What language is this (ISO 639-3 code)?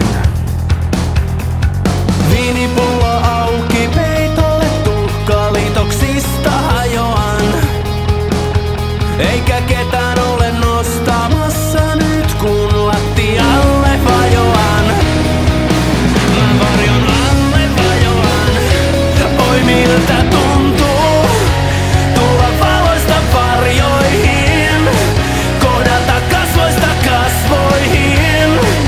fin